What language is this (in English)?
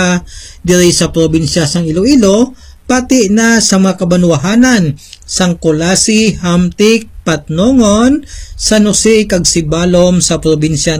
Hiligaynon